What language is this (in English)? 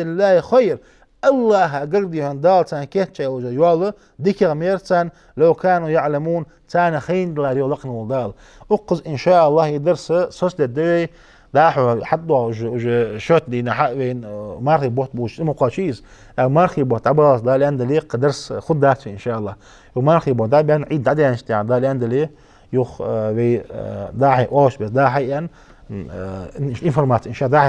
Ingush